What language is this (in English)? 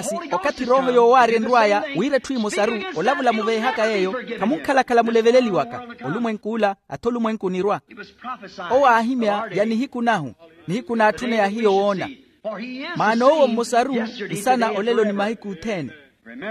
Makhuwa